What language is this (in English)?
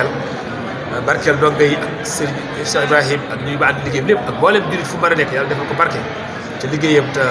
Wolof